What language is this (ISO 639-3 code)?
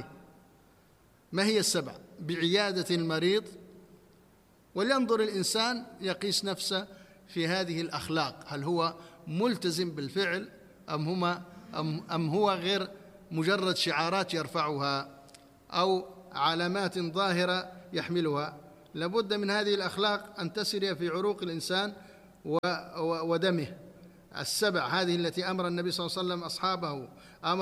ara